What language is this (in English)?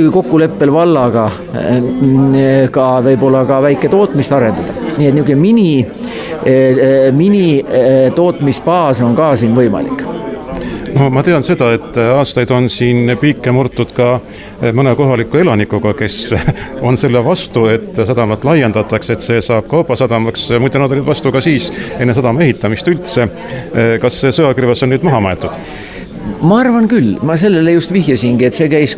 Estonian